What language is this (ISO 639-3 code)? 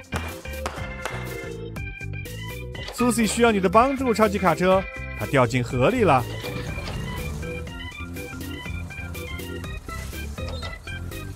zho